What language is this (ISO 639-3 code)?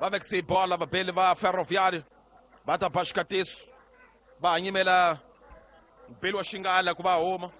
tso